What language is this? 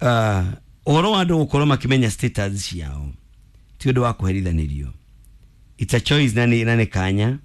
Kikuyu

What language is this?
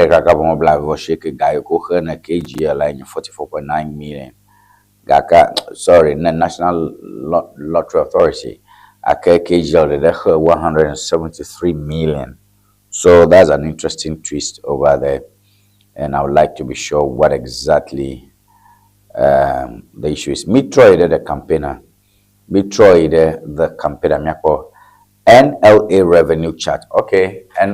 Ewe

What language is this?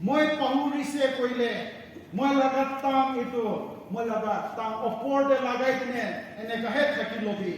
Naga Pidgin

